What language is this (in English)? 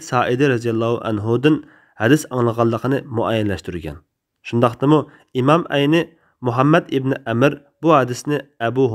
Uyghur